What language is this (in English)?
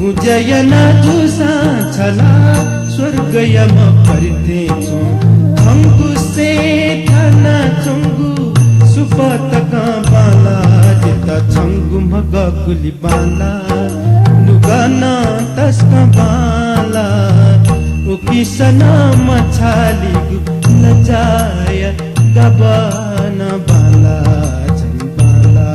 Newari